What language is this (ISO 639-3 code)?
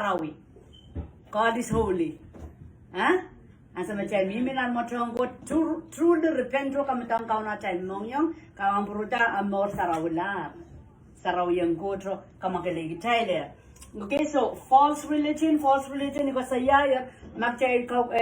pon